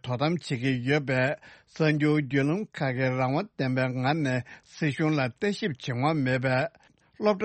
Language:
Tibetan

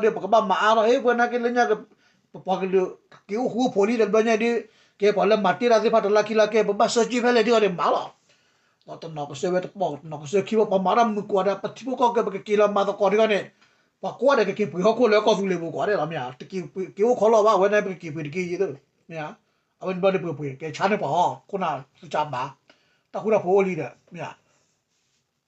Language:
S'gaw Karen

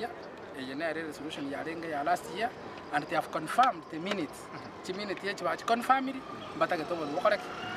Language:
Gusii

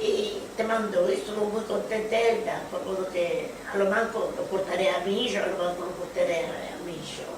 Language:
Ladino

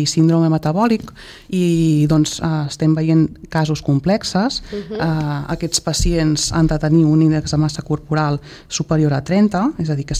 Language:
Catalan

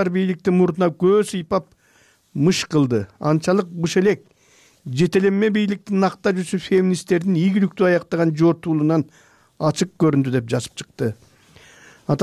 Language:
Kyrgyz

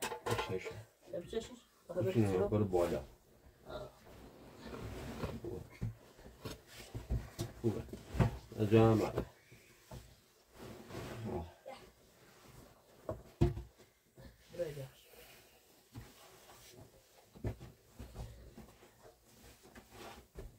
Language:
Persian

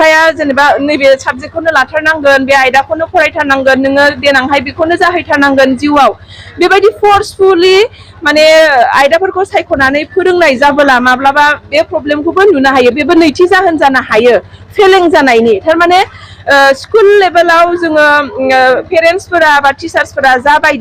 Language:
Bodo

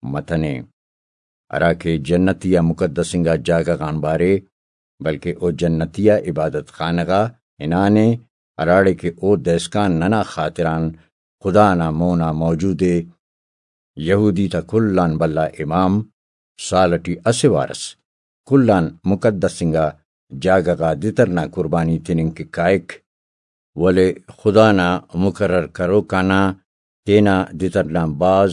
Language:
Brahui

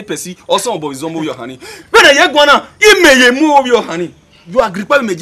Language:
Bini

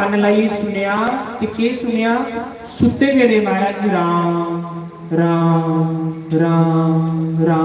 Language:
Dogri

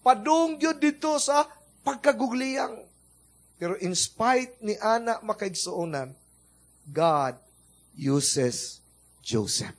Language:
Cebuano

